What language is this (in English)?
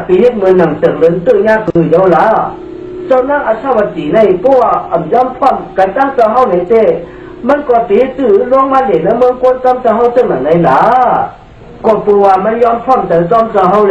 Shan